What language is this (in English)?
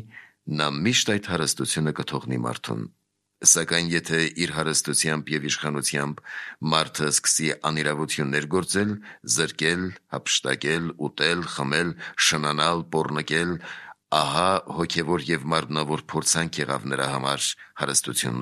Armenian